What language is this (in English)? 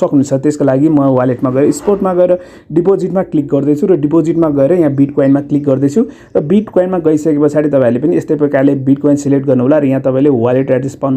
Nepali